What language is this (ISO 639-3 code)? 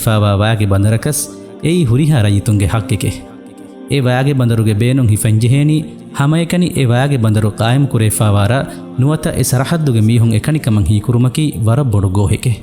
div